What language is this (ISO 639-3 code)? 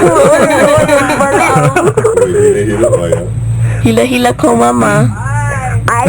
haw